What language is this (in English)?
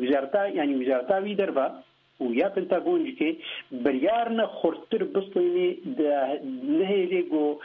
Kurdish